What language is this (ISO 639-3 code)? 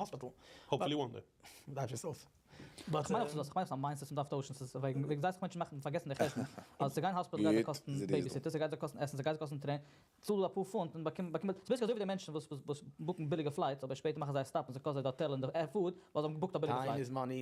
yid